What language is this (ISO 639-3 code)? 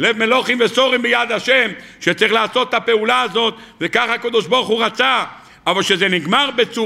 heb